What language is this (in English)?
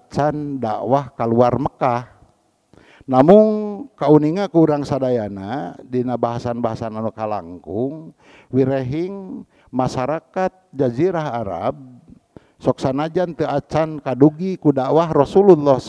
Sundanese